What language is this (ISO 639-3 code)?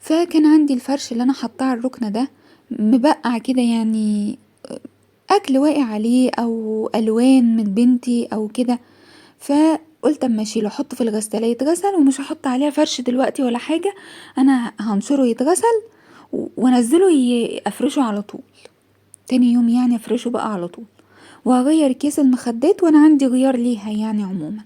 arz